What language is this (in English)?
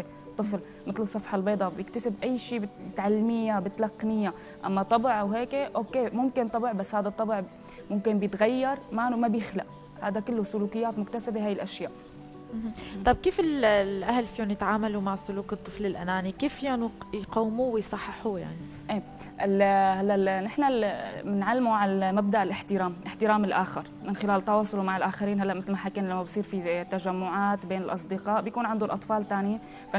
North Levantine Arabic